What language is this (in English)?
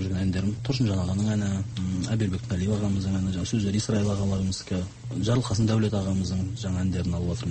Kazakh